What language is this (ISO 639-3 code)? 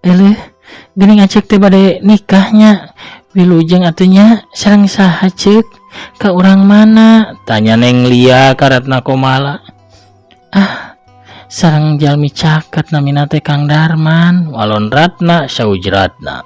sun